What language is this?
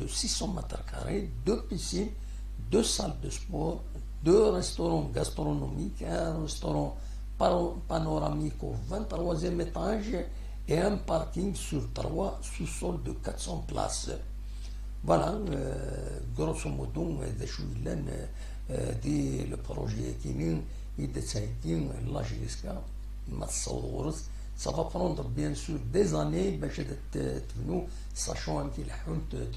Kabyle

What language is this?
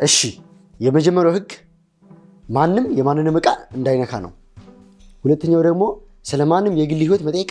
Amharic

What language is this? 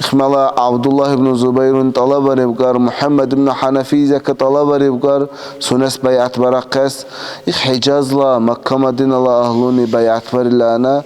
Dargwa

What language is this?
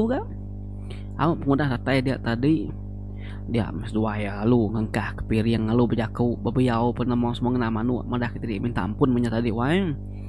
Iban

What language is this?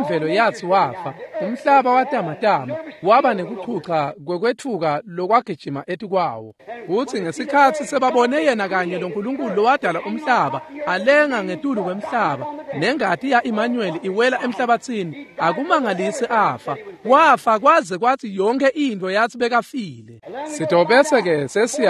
Swati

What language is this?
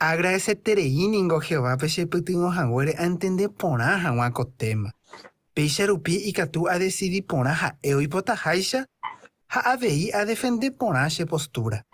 Guarani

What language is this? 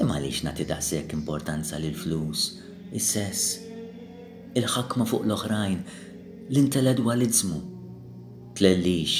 Maltese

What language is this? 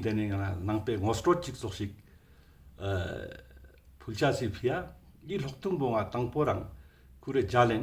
Ladakhi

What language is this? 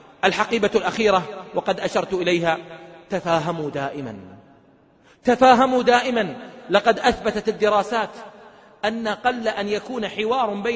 Arabic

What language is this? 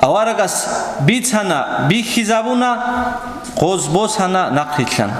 Avaric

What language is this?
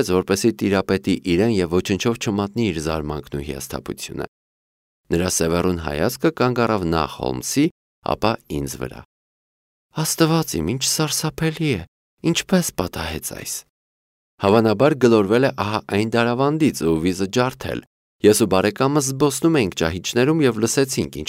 Armenian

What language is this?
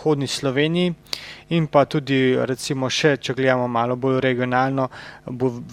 Slovenian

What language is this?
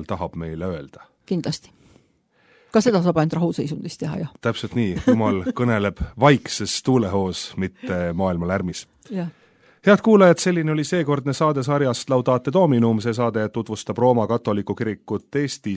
Estonian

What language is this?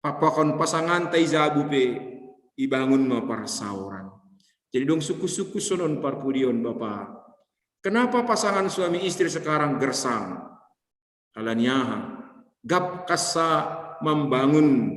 Batak Simalungun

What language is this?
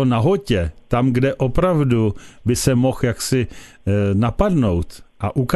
Czech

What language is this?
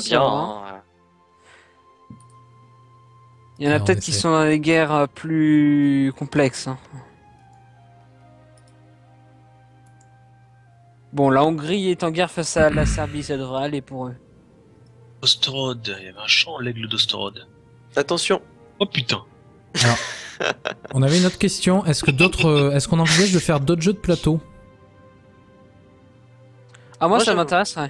French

